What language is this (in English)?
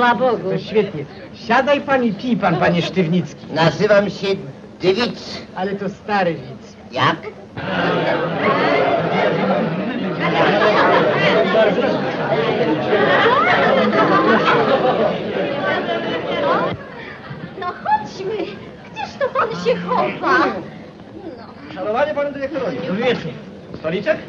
Polish